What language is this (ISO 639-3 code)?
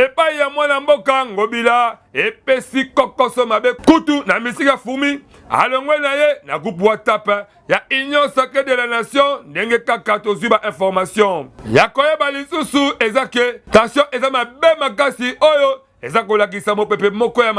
lin